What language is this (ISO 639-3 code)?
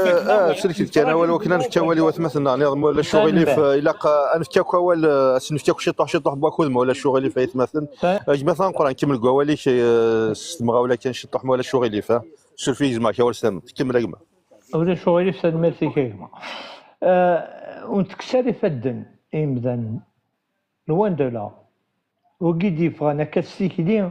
kab